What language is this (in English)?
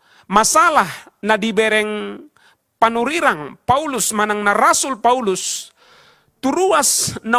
Batak Toba